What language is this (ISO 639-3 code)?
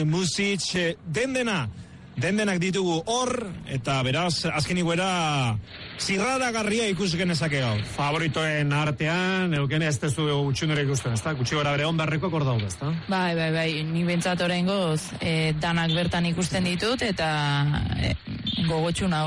eus